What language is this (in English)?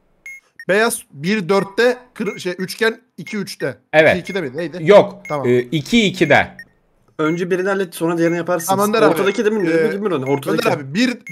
Turkish